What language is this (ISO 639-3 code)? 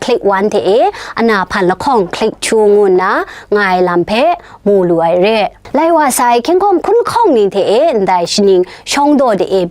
kac